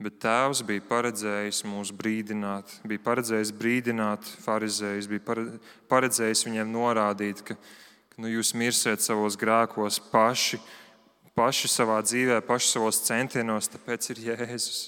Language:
Latvian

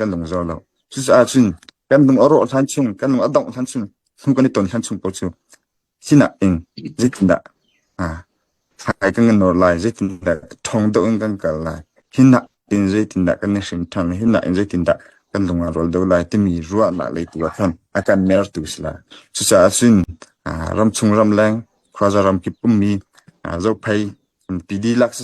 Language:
Hakha Chin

